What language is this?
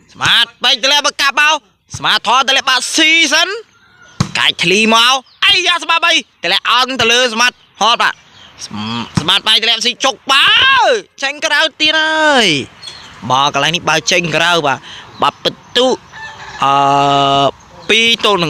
Khmer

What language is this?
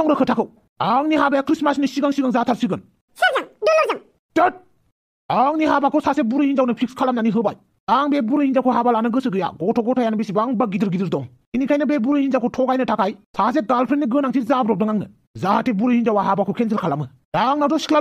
Bodo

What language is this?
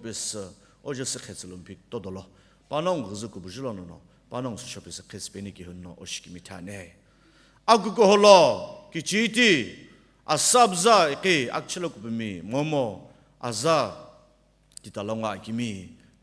Sumi Naga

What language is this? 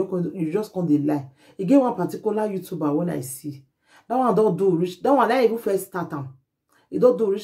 Nigerian Pidgin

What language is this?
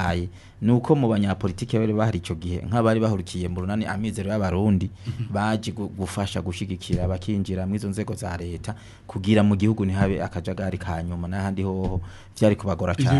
Rundi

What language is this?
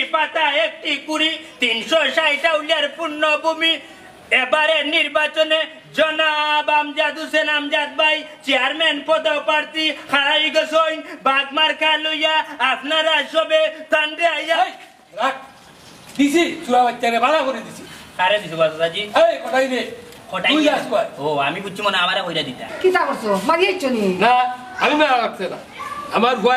Sylheti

